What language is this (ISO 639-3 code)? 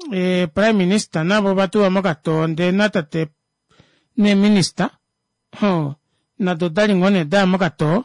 kua